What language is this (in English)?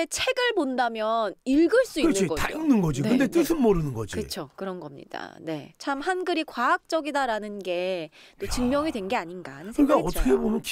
Korean